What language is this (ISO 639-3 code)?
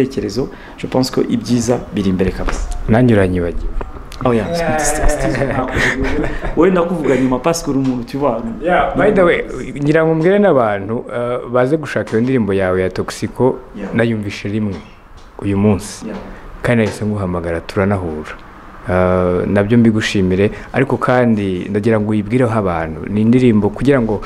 kin